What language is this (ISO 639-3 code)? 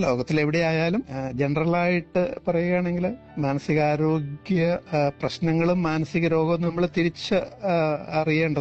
mal